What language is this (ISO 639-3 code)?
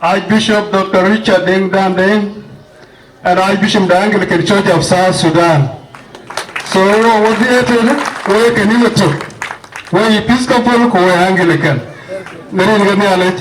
din